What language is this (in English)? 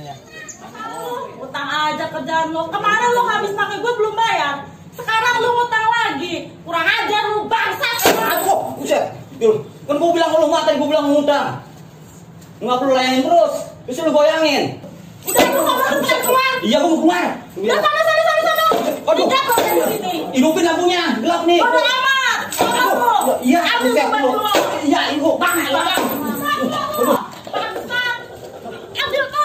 Betawi